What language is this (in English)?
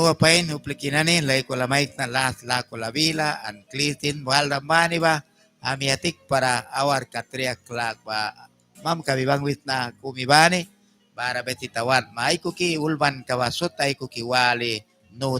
Mískito